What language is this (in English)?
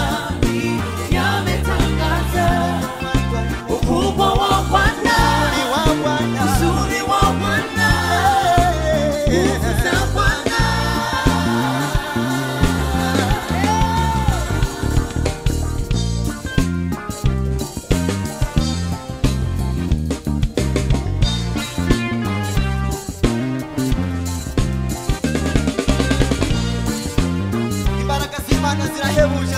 Kinyarwanda